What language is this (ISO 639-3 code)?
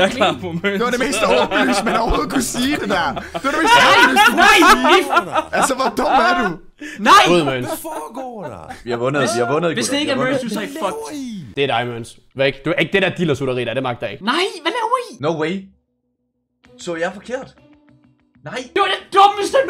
dan